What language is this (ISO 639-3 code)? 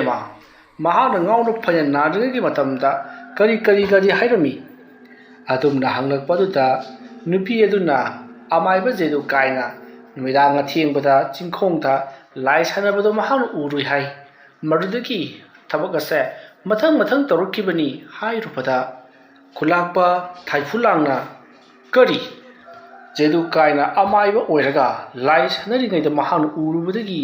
mni